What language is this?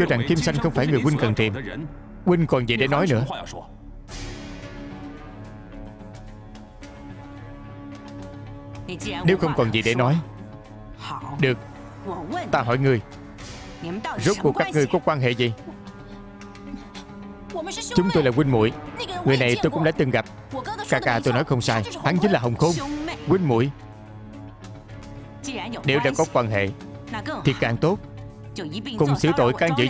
Vietnamese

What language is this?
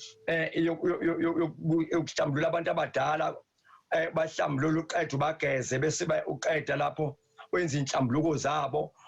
Zulu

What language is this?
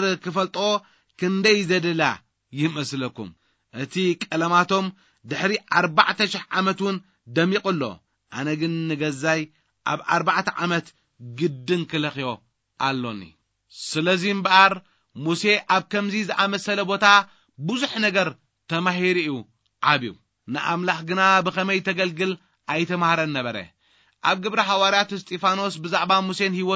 Tigrinya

